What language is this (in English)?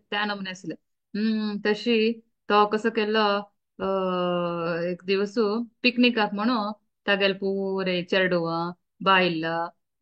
Konkani